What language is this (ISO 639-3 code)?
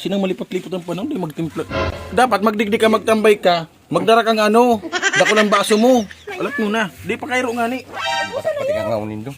bik